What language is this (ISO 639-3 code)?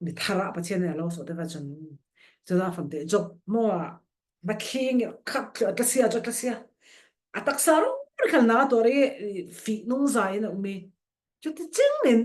cfm